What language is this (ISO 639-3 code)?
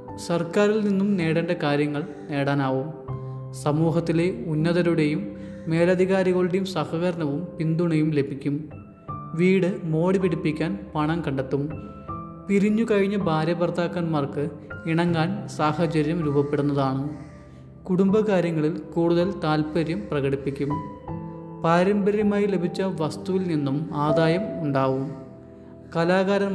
mal